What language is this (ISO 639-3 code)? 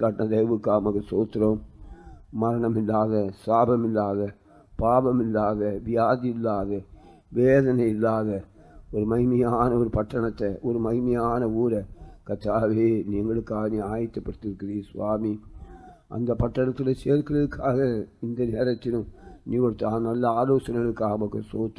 tam